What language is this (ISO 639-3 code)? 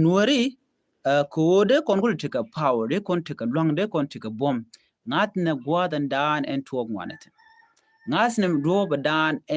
nus